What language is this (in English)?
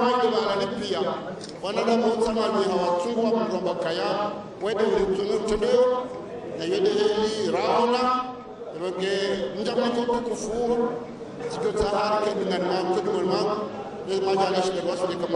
Ngazidja Comorian